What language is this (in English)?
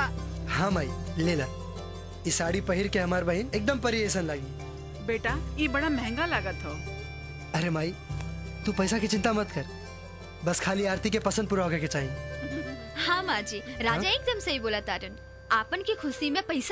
Bhojpuri